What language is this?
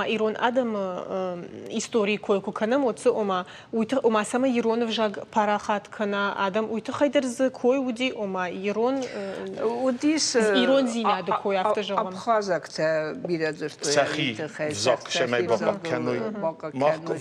Ossetic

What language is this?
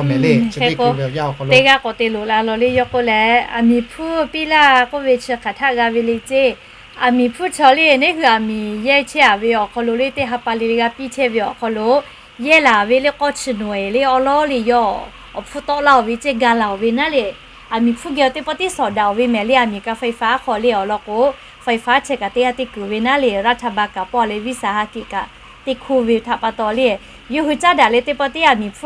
Lahu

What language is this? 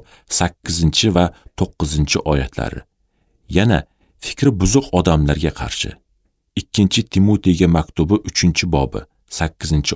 Uzbek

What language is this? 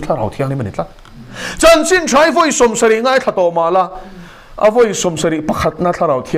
Mizo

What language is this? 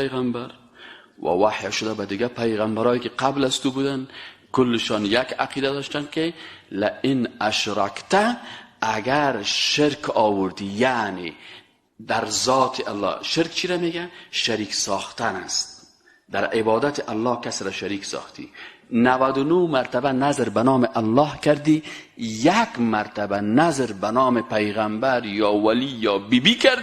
Persian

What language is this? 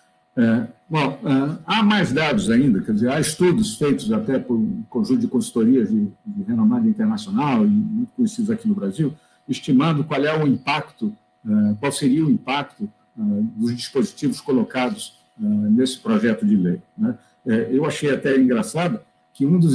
Portuguese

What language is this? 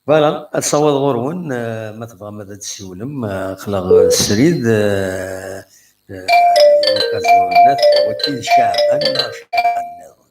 Kabyle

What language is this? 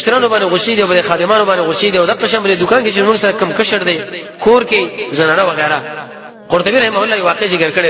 Pashto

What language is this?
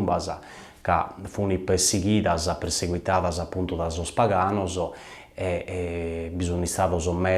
Sardinian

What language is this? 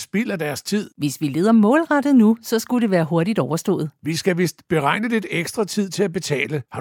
Danish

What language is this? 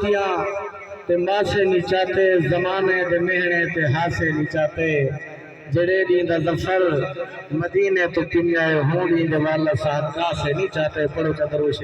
Saraiki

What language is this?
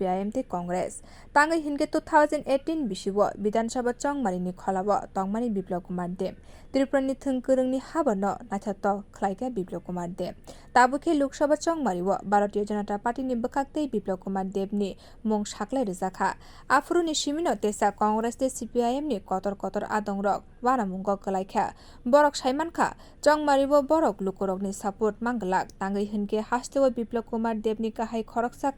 Kok Borok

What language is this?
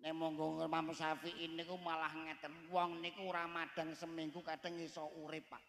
Javanese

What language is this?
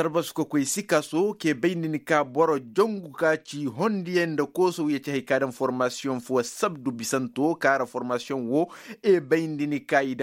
Koyraboro Senni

